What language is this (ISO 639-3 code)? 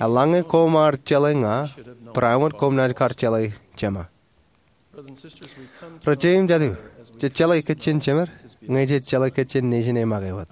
mah